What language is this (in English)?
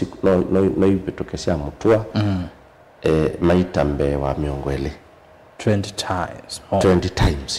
Kamba